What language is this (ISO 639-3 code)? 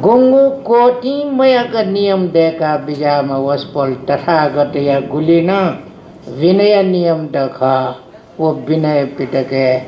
new